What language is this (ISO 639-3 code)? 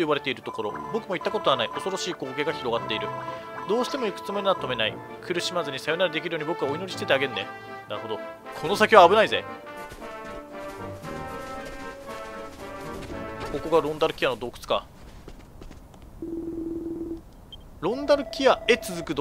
jpn